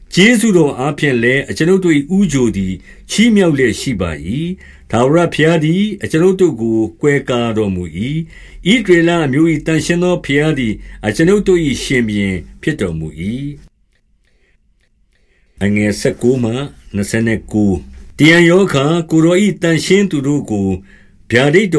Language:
Burmese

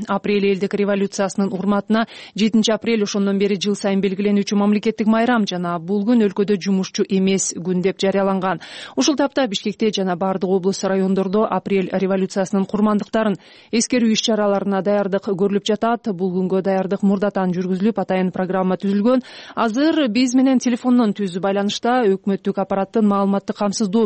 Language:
Kyrgyz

